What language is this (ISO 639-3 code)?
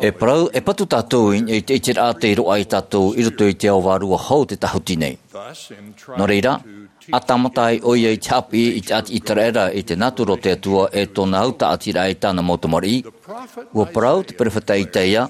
tah